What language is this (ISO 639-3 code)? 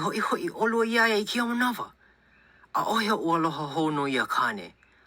haw